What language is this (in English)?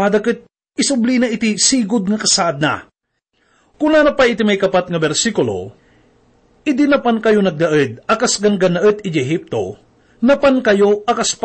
Iloko